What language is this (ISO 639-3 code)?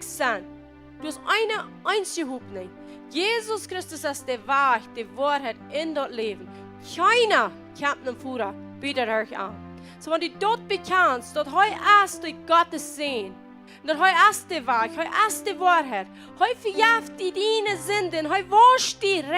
pdt